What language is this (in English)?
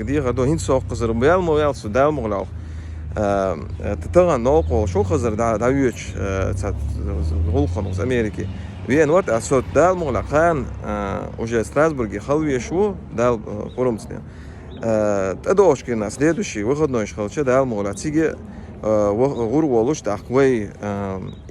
Chechen